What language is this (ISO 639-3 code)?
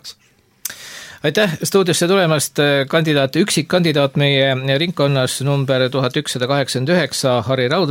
est